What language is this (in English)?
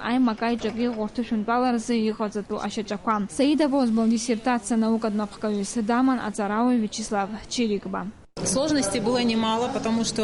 Abkhazian